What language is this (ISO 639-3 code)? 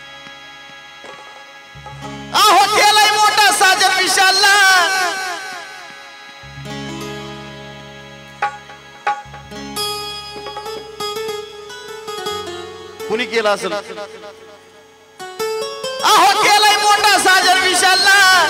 mar